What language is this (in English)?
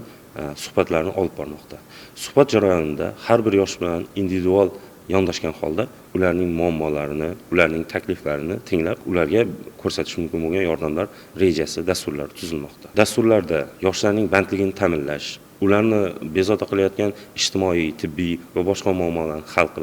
Uzbek